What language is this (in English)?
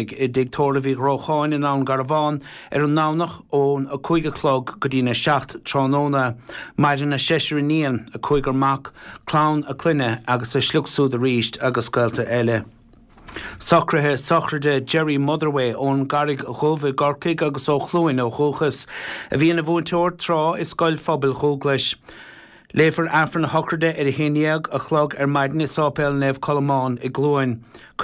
Irish